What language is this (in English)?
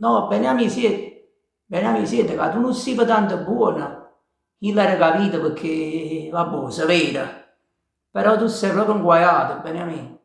Neapolitan